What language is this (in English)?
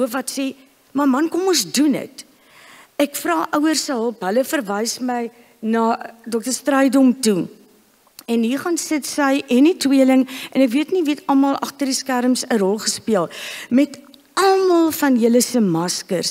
Afrikaans